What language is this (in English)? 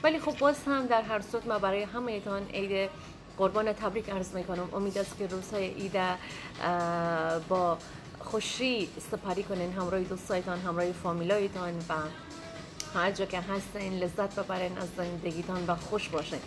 Persian